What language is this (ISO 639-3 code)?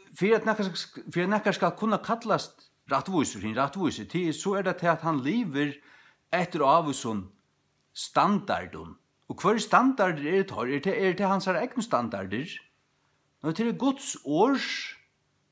fao